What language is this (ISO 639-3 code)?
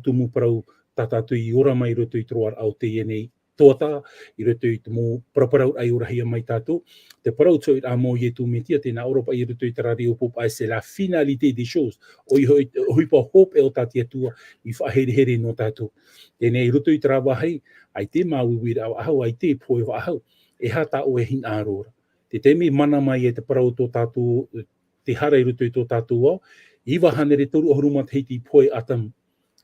tah